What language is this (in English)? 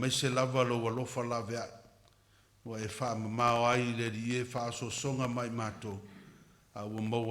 Samoan